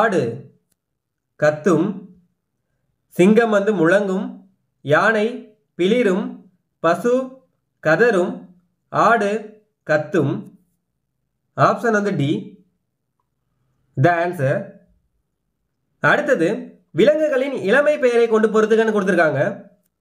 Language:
Tamil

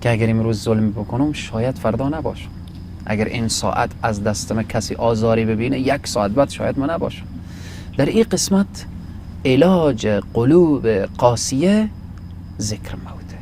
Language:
Persian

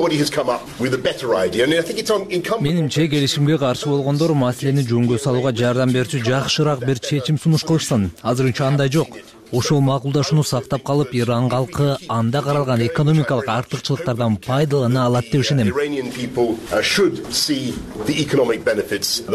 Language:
Kyrgyz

